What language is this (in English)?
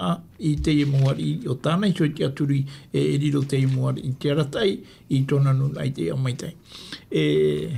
Tahitian